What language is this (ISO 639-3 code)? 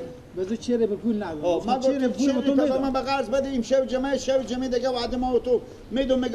fas